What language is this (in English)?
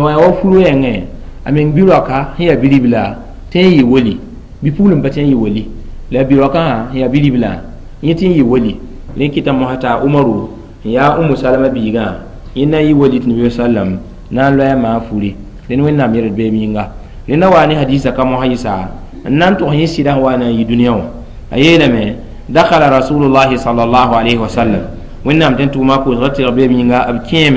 Mossi